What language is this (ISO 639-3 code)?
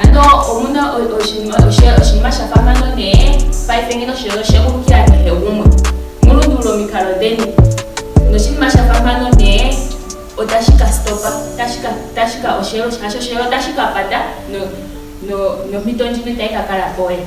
ndo